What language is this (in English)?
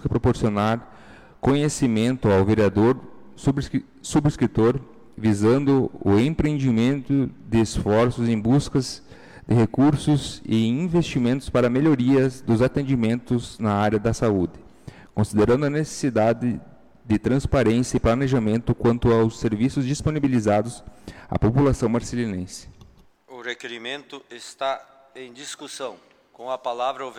Portuguese